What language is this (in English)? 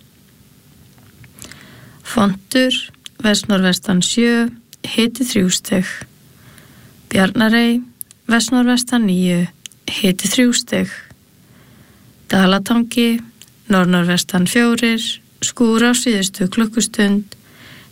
Icelandic